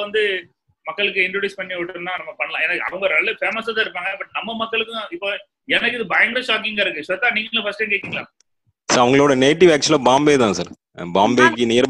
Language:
Tamil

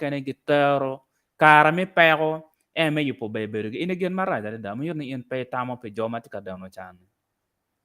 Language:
Acoli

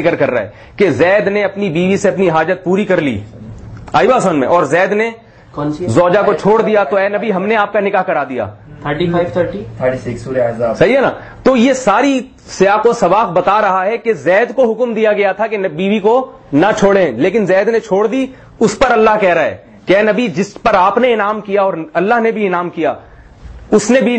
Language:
Urdu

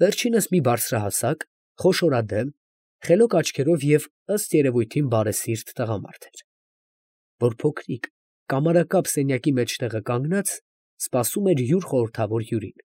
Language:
Armenian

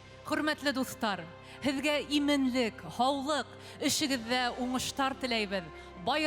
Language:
Bashkir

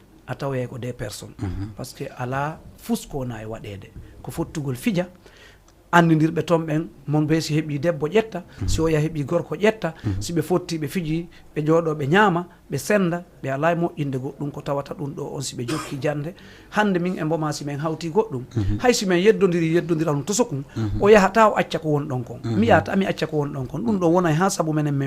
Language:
Fula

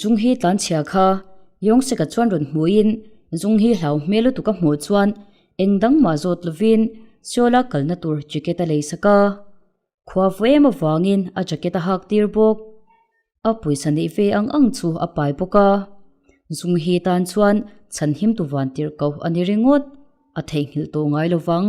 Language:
Mizo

